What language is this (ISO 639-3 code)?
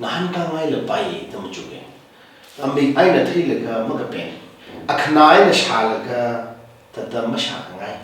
nmf